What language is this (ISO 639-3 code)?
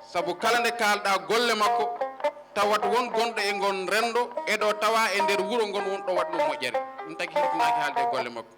ful